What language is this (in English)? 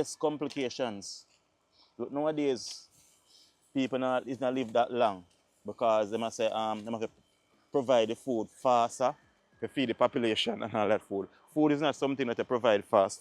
Jamaican Creole English